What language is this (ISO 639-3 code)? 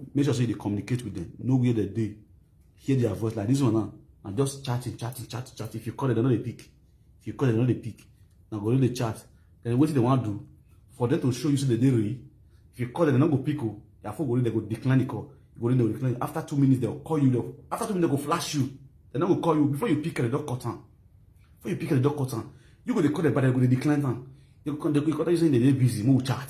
pcm